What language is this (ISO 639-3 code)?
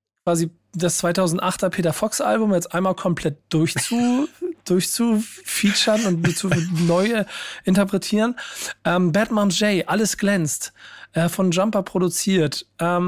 deu